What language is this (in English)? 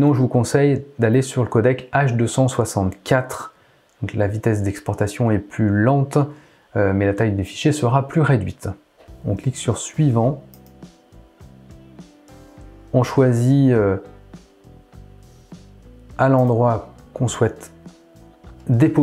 French